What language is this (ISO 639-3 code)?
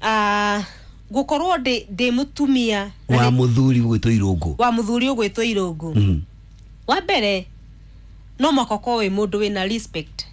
kik